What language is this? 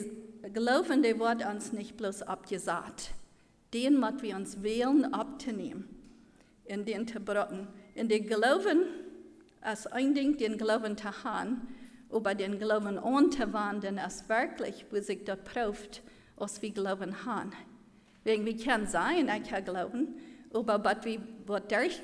Plautdietsch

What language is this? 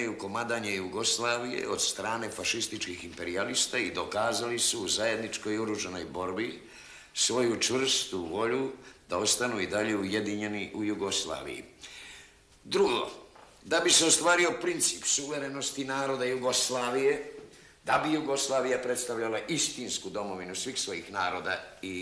Serbian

